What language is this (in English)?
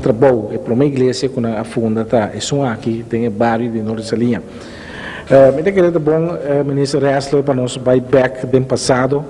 Papiamento